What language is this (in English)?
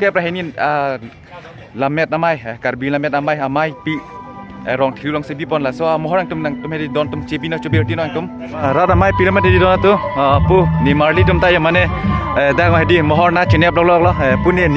Karbi